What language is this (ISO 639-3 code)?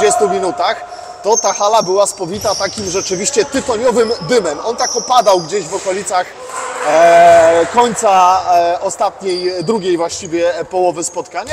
pol